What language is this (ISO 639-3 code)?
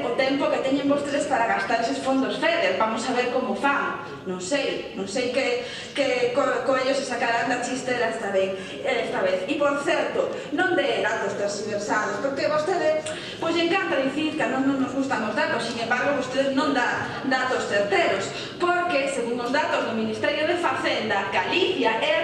glg